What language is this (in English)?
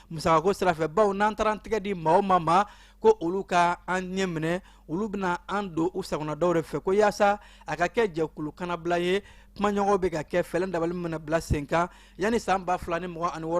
Bambara